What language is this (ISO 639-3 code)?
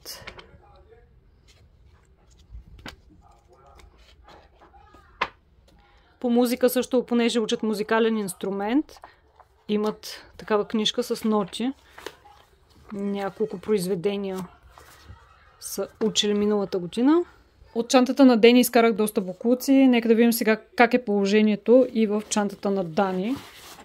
bul